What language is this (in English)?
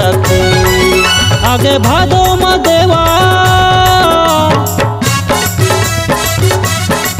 Chhattisgarhi